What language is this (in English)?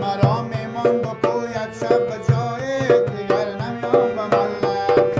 Persian